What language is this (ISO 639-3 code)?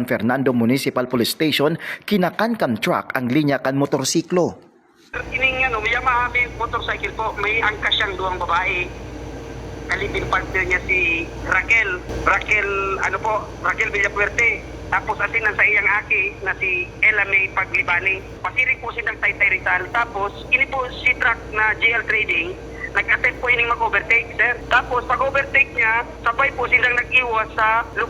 bik